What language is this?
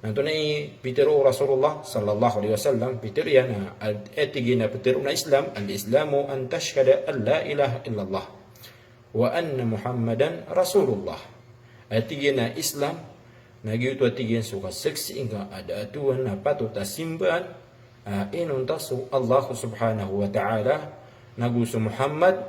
Maranao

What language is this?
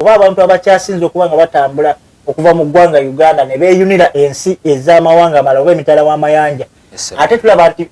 Ganda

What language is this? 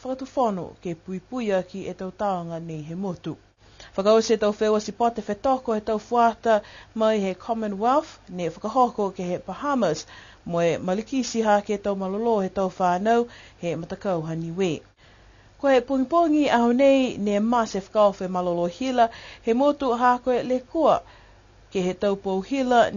Niuean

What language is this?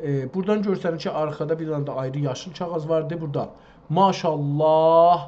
South Azerbaijani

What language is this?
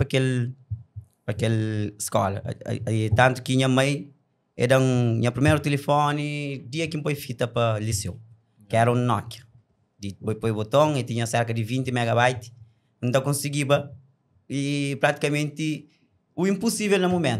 Kabuverdianu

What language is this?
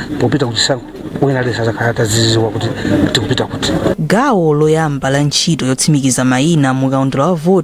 Nyanja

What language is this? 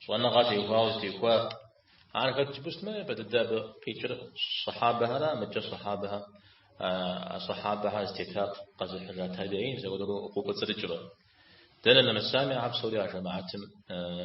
Kabardian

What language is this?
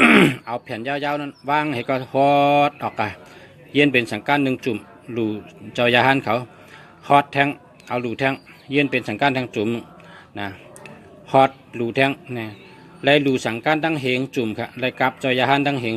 Shan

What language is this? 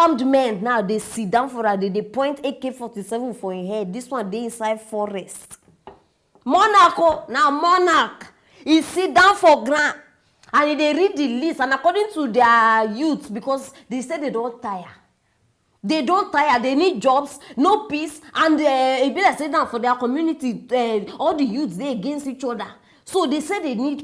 Nigerian Pidgin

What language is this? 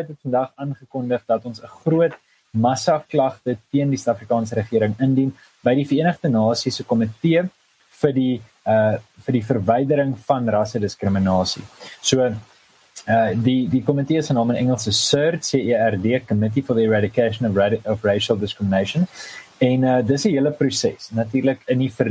Afrikaans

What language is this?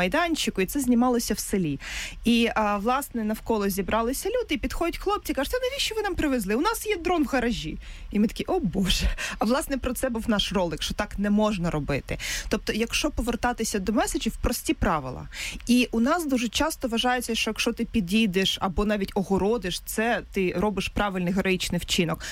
Ukrainian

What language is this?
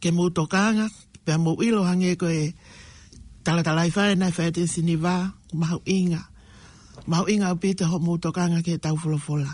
Tongan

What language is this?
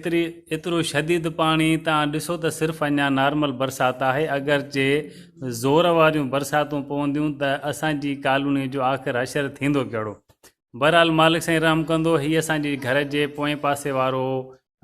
Sindhi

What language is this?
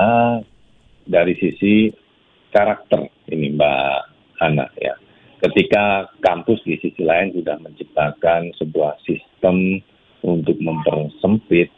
Indonesian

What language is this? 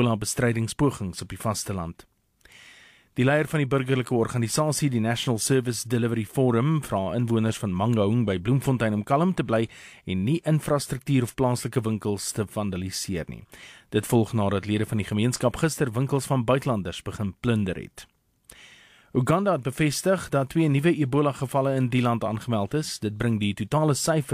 Afrikaans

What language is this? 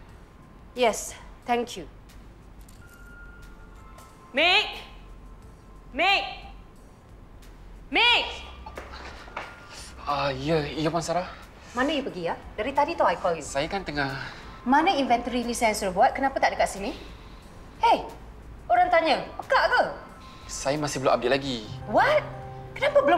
Malay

